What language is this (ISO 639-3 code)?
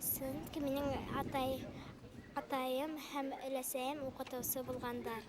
bak